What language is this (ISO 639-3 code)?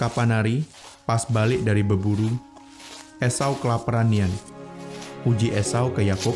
mui